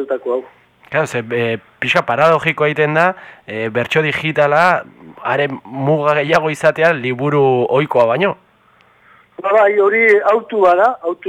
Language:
Basque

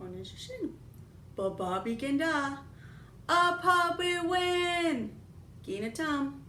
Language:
Chippewa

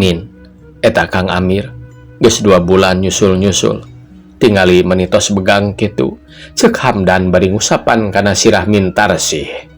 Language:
Sundanese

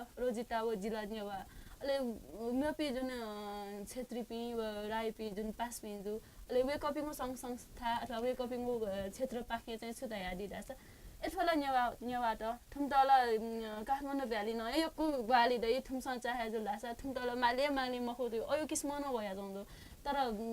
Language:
Newari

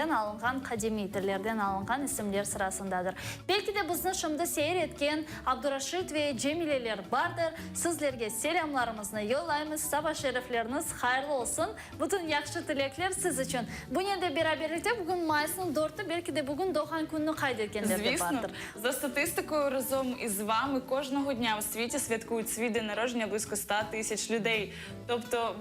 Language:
Crimean Tatar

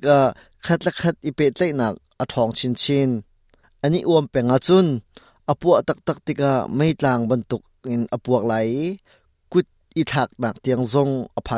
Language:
Hakha Chin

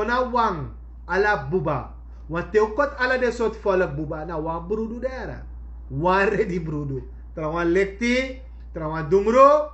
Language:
Sranan Tongo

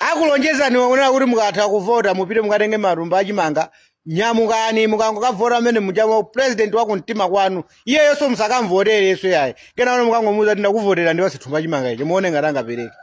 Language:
Nyanja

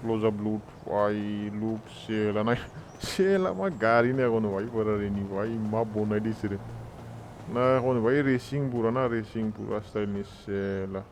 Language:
Bodo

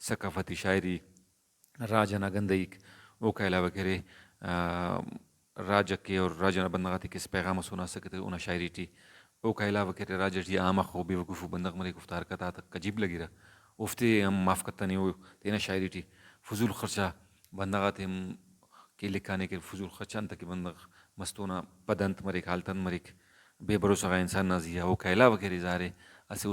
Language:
Brahui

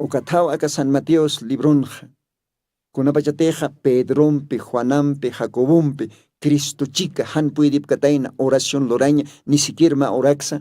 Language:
Aymara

